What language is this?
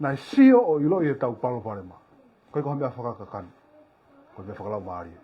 Tongan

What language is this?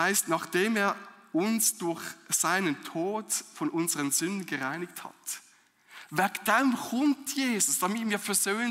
Swiss German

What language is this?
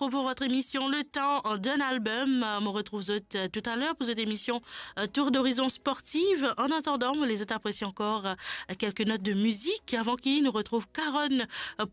Morisyen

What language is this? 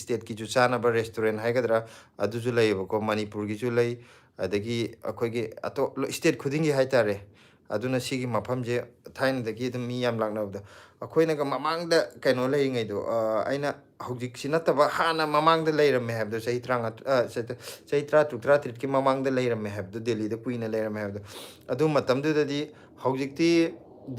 Manipuri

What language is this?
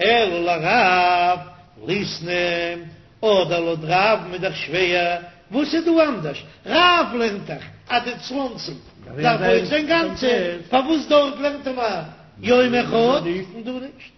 Yiddish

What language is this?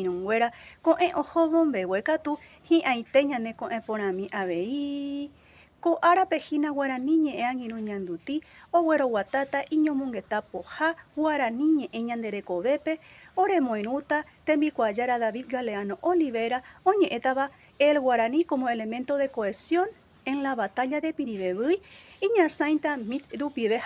Guarani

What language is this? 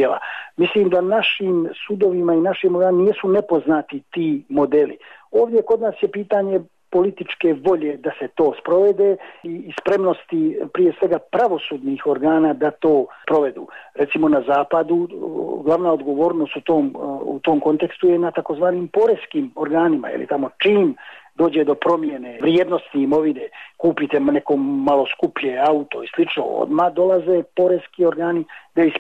Bosnian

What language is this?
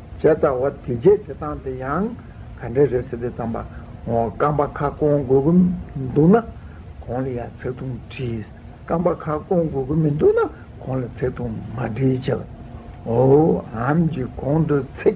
Tibetan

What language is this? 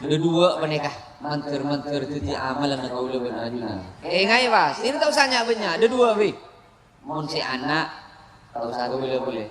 Madurese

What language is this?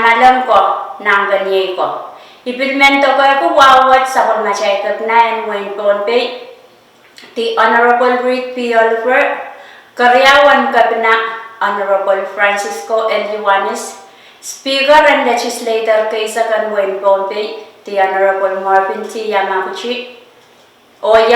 Pohnpeian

